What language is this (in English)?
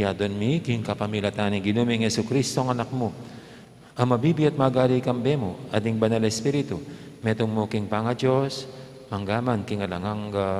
Pampanga